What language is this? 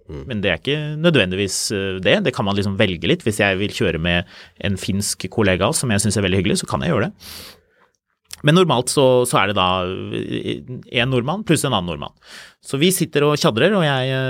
Norwegian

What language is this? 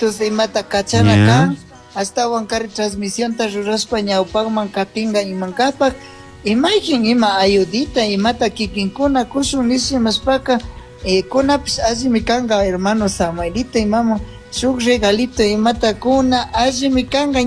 Chimborazo Highland Quichua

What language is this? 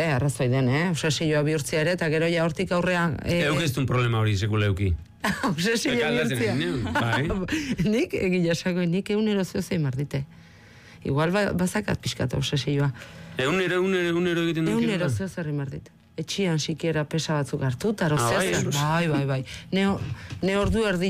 Basque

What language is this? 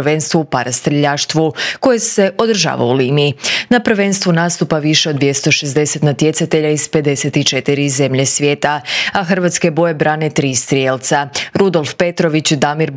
Croatian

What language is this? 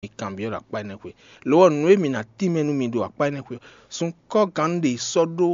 Fon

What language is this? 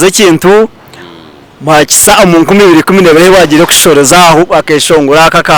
Nyankole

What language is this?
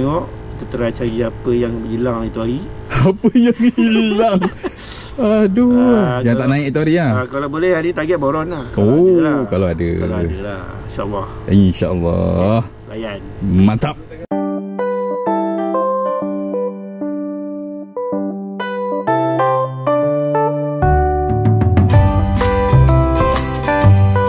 Malay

